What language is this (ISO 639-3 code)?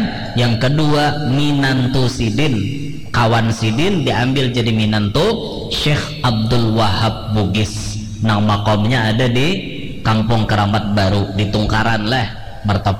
bjn